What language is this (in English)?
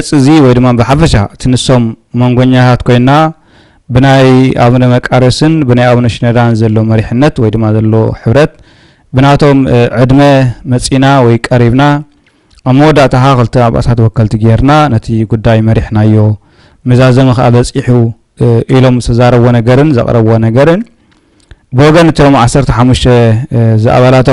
Tigrinya